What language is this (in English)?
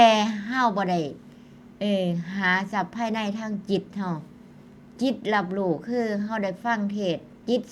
Northeastern Thai